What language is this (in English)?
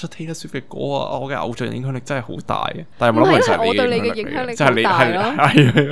Cantonese